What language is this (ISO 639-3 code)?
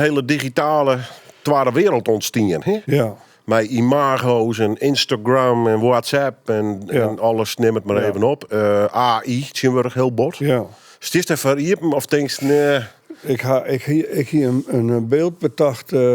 fry